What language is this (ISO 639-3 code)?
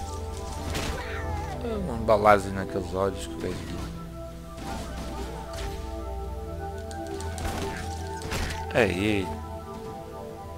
por